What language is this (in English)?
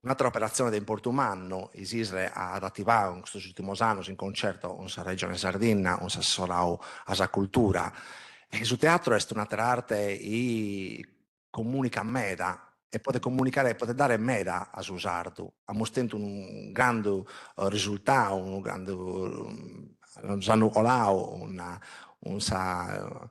Sardinian